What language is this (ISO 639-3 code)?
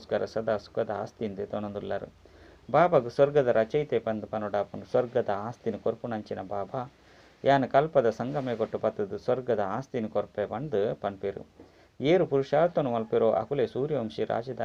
tcy